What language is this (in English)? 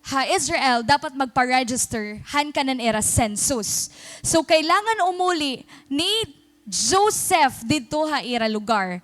Waray